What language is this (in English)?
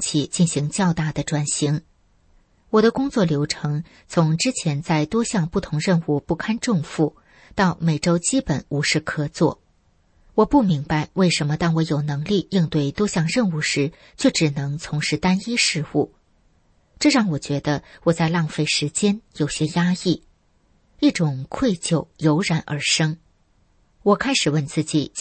Chinese